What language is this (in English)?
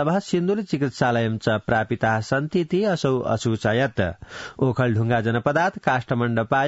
Sanskrit